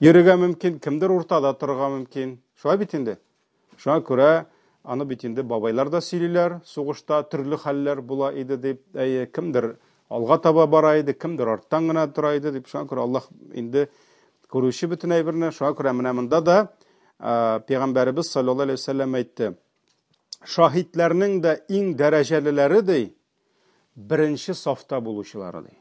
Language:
Tatar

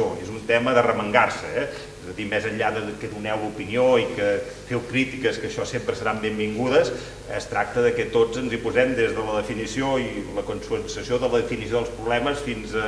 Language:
Catalan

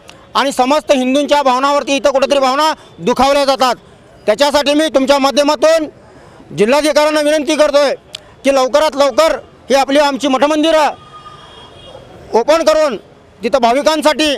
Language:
Marathi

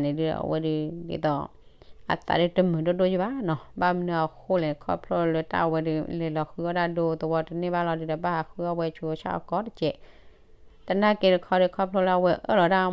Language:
S'gaw Karen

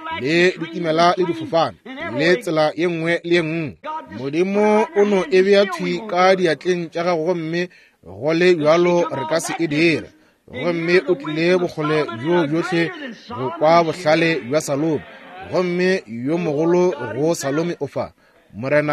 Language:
Northern Sotho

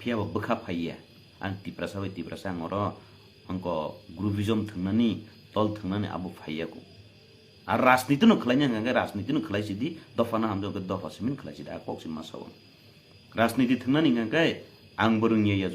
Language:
Kok Borok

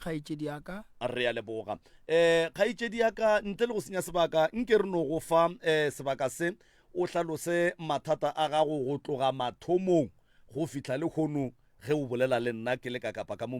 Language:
Northern Sotho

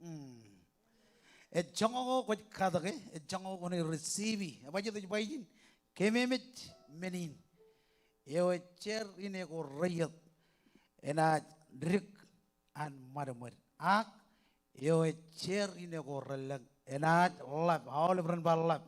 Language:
Marshallese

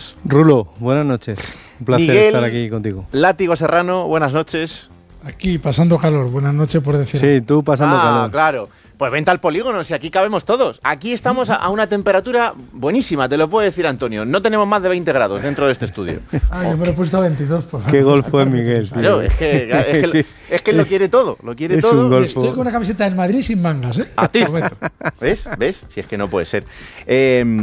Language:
Spanish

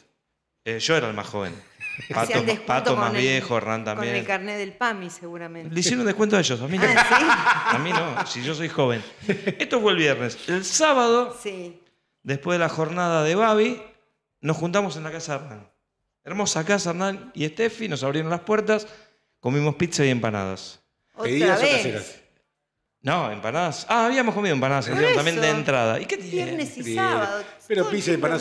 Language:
Spanish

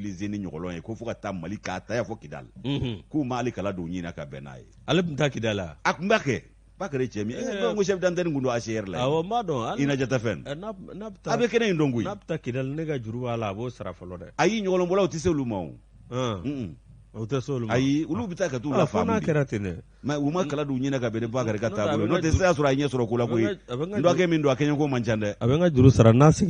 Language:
Bambara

